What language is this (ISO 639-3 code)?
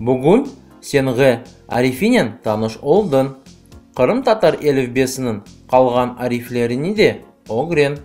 crh